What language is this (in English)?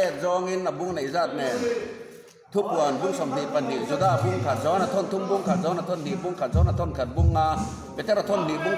Mizo